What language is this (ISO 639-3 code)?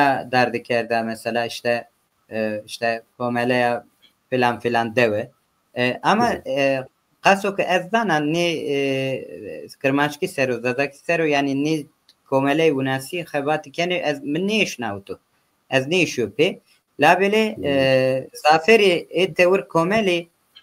zza